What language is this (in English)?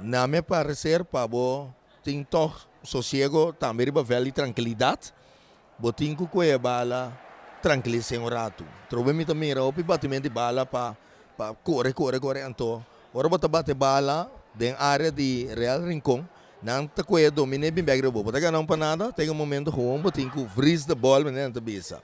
Papiamento